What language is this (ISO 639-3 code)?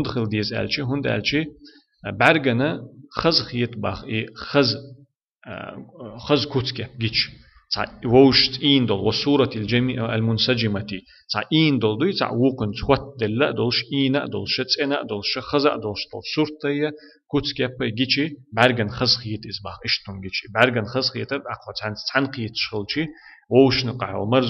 che